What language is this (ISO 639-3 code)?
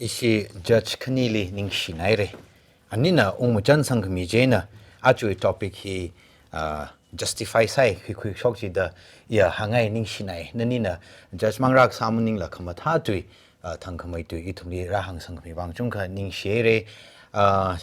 nmf